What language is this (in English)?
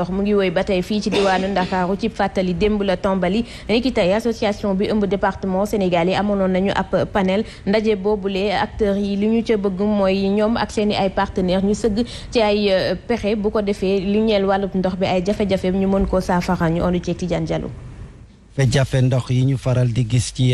Wolof